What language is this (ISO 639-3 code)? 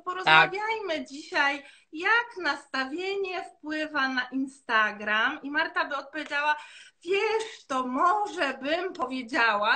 pol